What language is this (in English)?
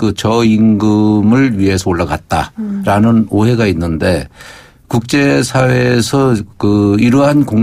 Korean